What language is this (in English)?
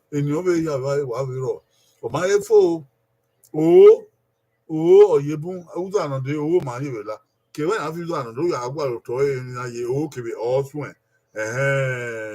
Bini